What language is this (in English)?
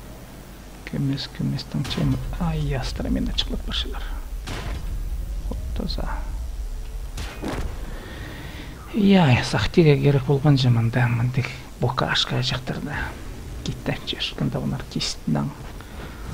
Kazakh